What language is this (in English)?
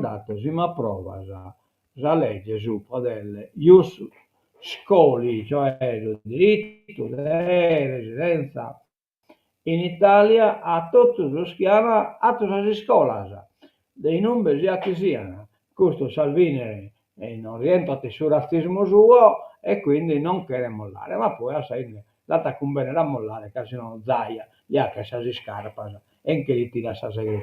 Sardinian